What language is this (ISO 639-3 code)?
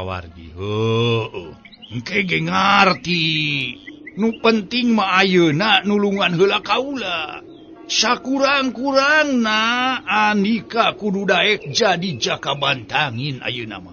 sun